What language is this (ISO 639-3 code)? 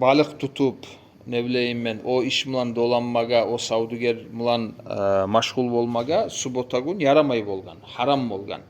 kum